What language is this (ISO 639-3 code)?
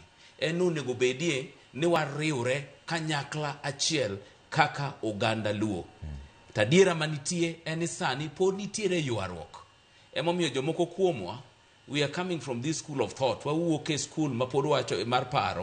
luo